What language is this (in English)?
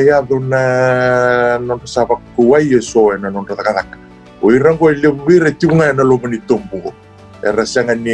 Fijian